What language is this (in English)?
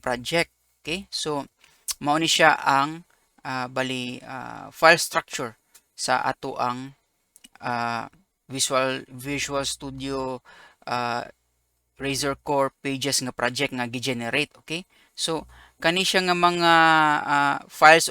Cebuano